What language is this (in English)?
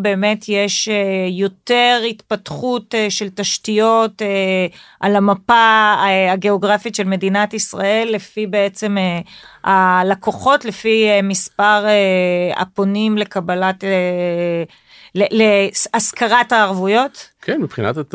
Hebrew